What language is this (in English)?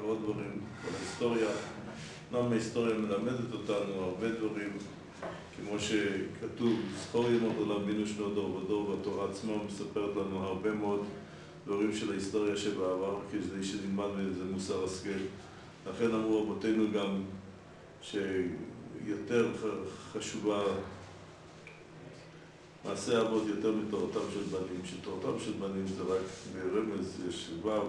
Hebrew